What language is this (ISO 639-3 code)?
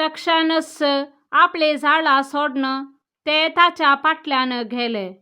kok